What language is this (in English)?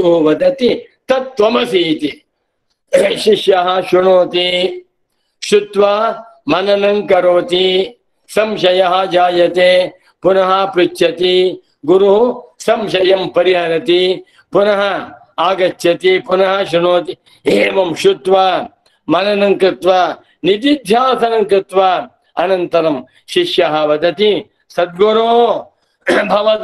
Sanskrit